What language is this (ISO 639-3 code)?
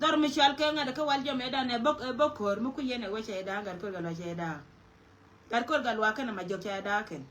nus